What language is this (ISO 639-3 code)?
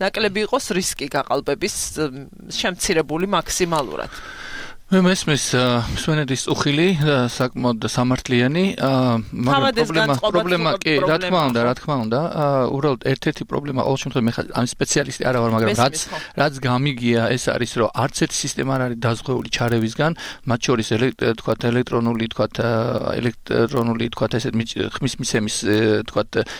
kat